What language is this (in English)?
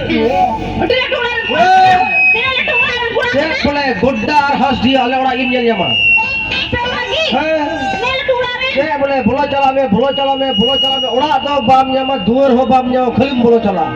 Santali